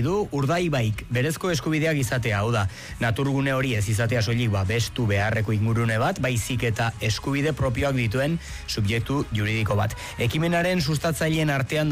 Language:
Basque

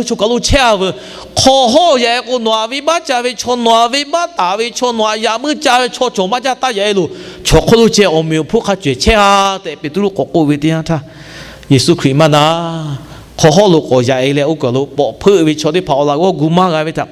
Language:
Lahu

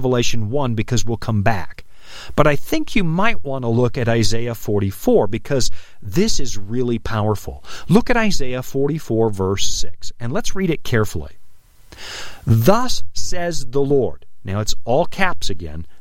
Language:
English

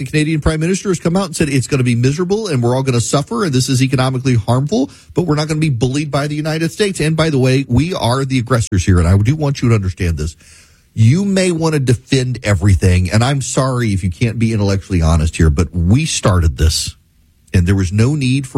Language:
English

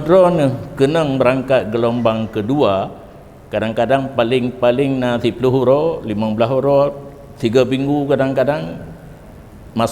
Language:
Achinese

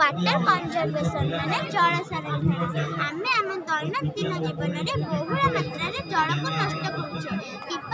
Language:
Odia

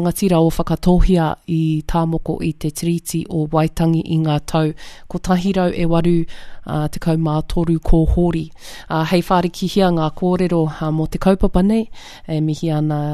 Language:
Māori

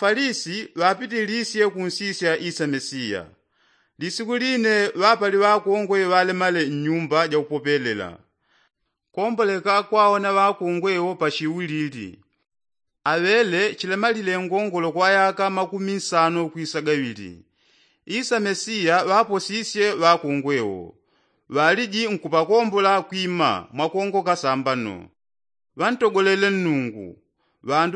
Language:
Yao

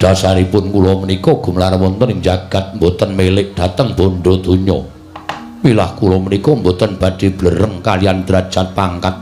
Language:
Javanese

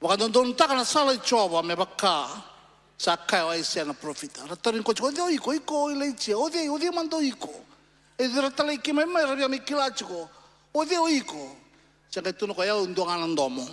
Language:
Fijian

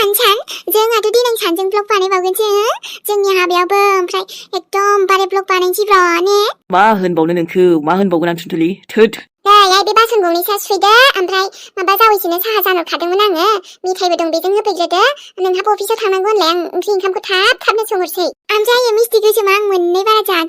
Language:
Bodo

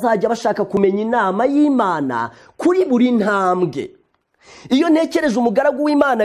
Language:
Kinyarwanda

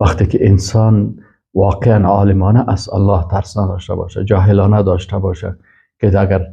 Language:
Persian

